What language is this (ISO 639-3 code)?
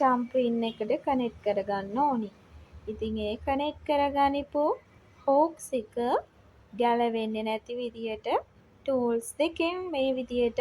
sin